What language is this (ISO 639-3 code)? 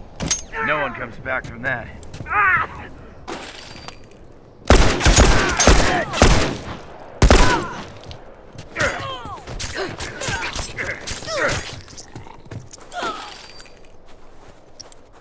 eng